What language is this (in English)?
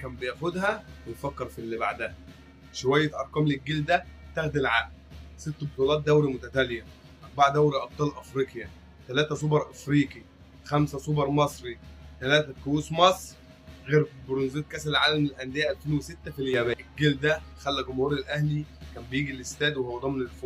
Egyptian Arabic